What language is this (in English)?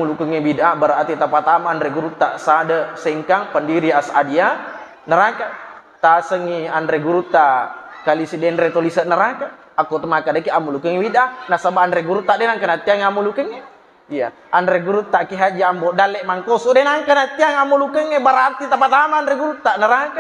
Buginese